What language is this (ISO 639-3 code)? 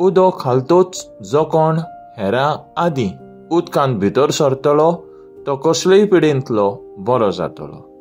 kok